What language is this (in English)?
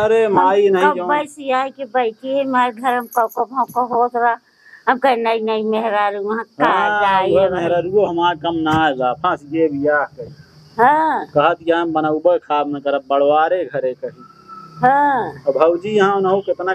Awadhi